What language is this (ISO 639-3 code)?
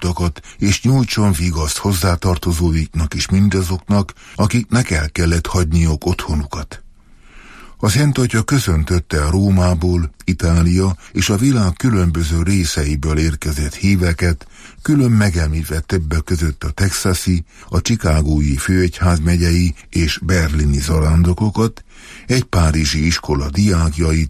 hun